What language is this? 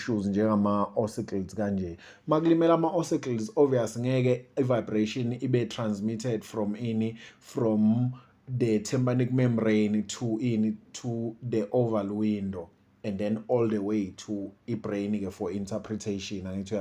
Zulu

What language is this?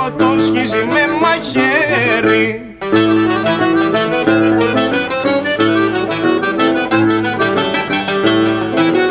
Greek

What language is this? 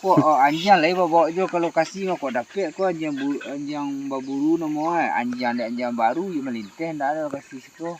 Minangkabau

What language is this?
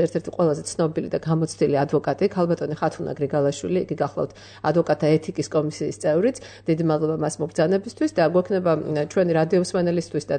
Georgian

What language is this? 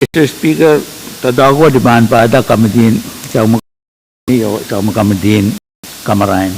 Pohnpeian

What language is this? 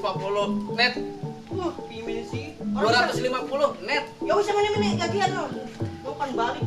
Betawi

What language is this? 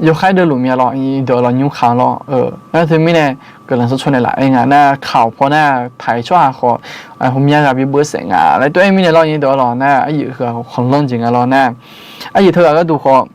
Akha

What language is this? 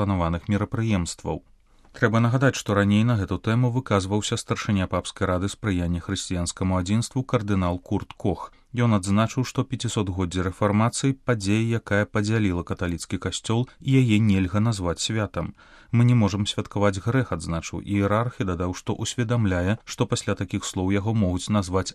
Belarusian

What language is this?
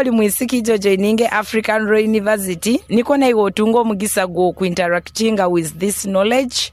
Nyoro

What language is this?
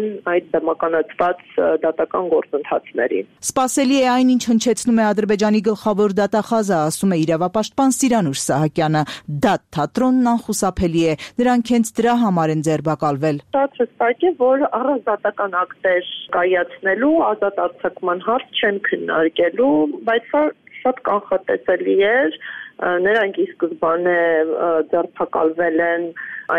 Armenian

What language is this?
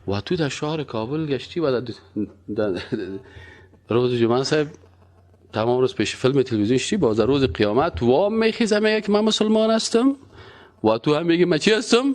Persian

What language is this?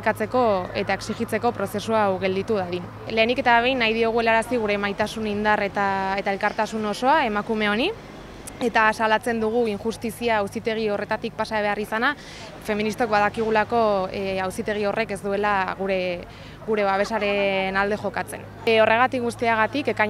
Basque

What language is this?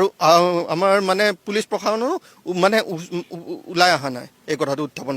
Assamese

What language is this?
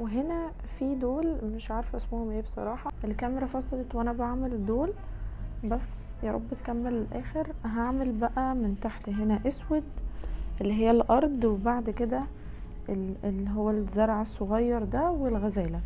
Egyptian Arabic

